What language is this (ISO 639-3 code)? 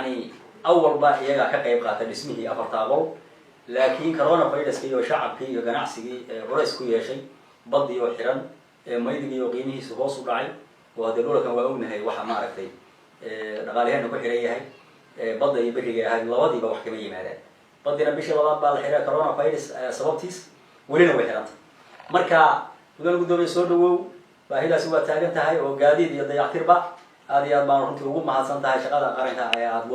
som